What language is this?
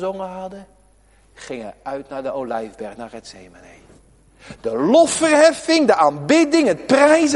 Dutch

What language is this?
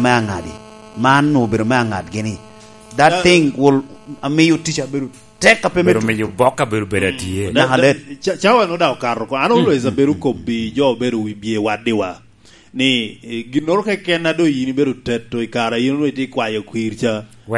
Lango (Uganda)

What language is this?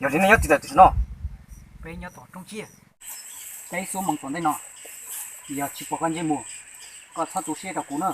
Hmong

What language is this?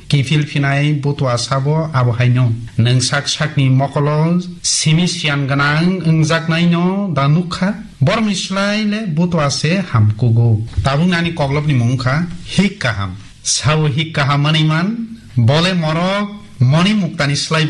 Kok Borok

